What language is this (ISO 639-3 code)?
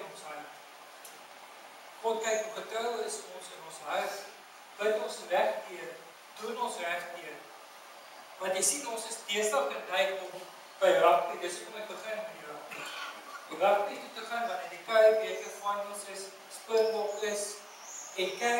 afr